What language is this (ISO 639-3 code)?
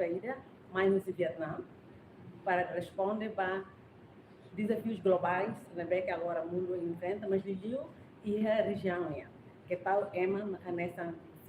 tet